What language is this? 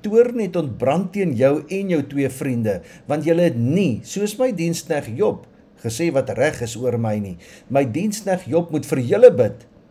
Afrikaans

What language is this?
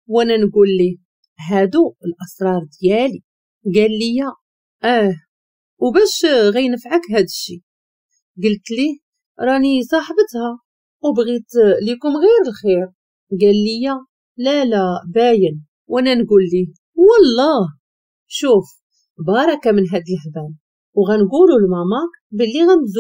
Moroccan Arabic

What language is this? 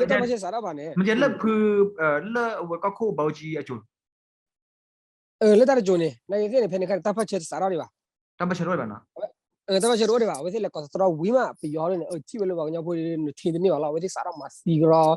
S'gaw Karen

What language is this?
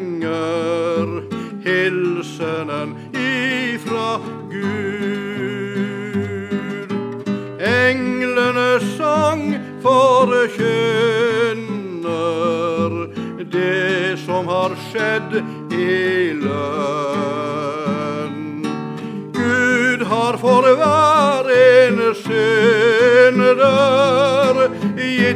Norwegian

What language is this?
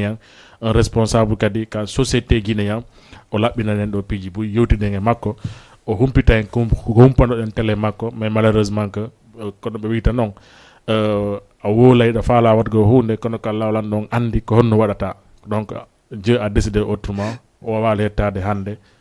Fula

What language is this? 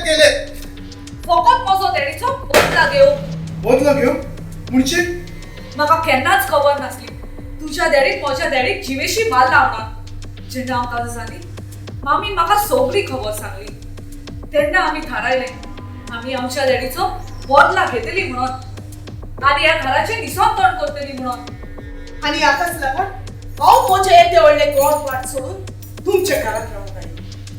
Konkani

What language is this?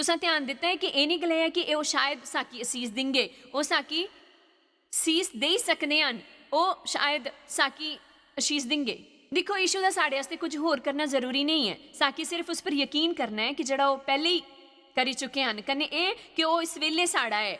Dogri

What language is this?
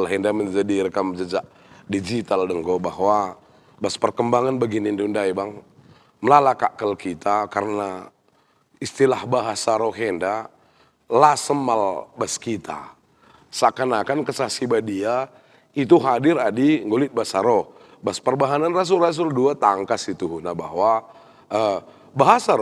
Batak Karo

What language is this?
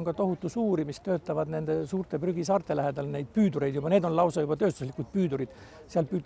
Estonian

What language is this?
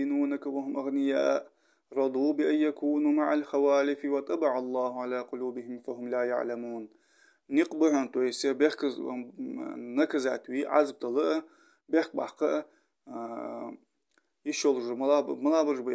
Ingush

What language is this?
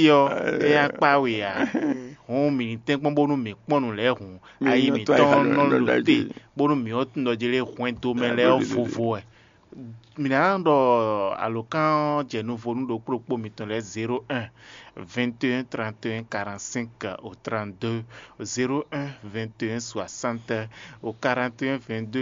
Fon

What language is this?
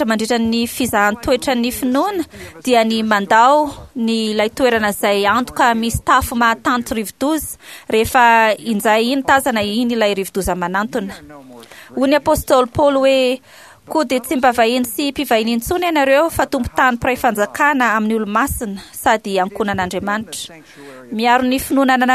Malagasy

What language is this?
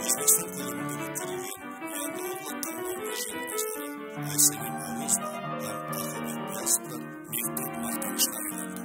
Kara-Kalpak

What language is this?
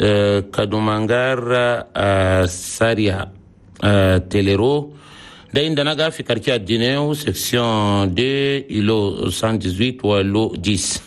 Chadian Arabic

